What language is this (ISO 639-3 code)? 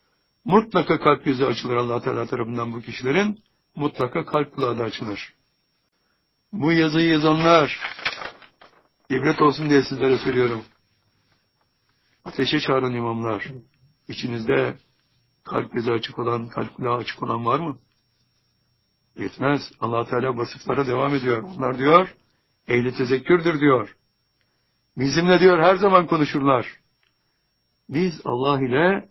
tur